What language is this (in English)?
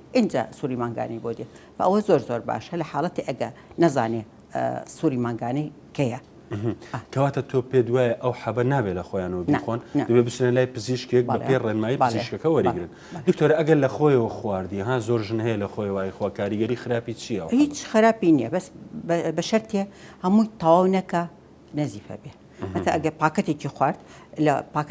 Central Kurdish